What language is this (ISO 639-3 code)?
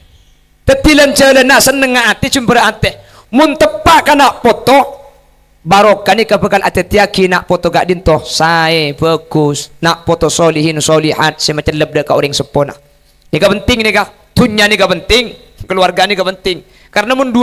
mad